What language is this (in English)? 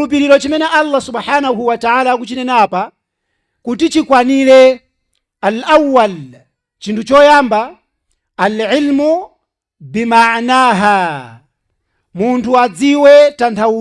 Nyanja